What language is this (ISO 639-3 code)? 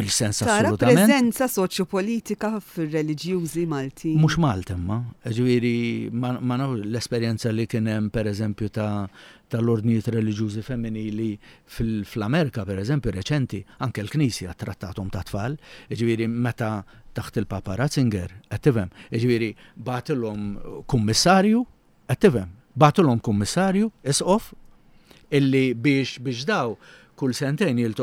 mlt